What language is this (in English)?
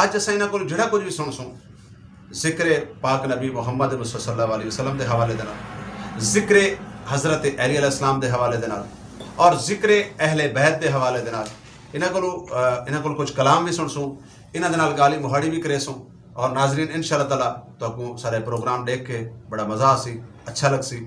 Saraiki